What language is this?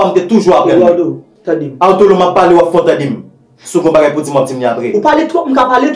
Haitian Creole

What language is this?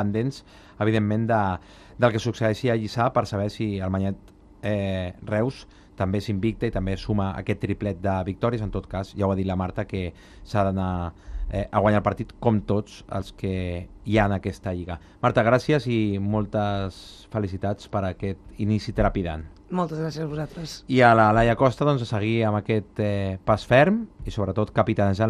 Catalan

